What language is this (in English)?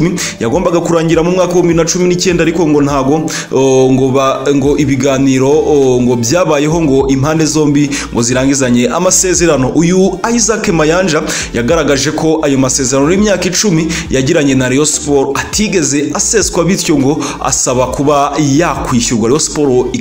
Kinyarwanda